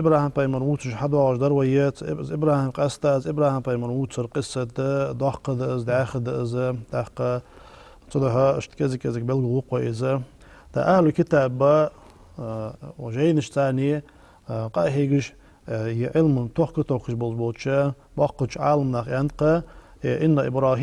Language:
Ingush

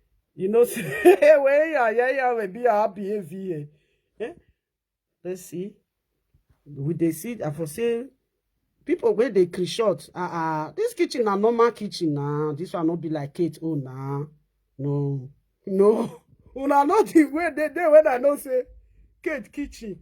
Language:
Nigerian Pidgin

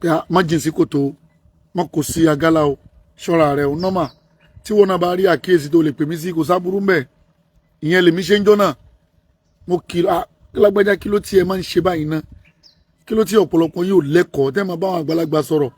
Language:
Yoruba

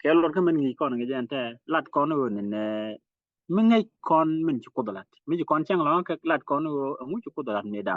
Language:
Nuer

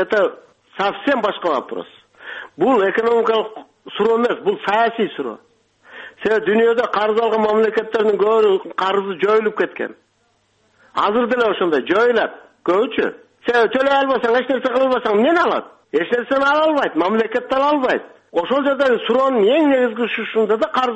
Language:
Kyrgyz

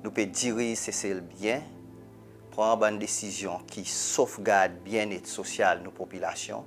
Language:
Seselwa Creole French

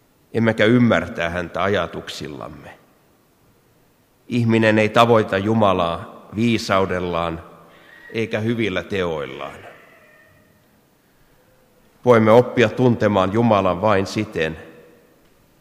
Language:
Finnish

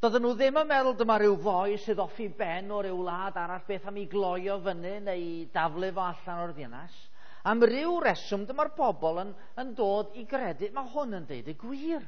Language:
Welsh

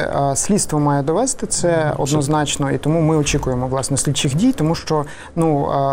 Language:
Ukrainian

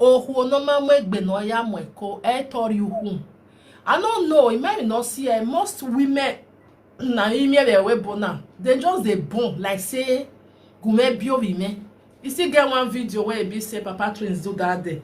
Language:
Nigerian Pidgin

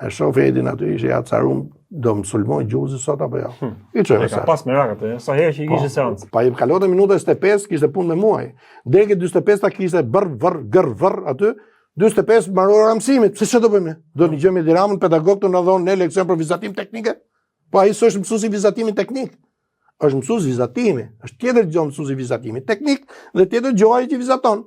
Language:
Albanian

